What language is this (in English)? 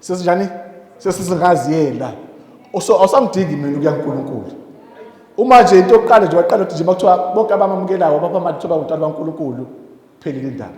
Zulu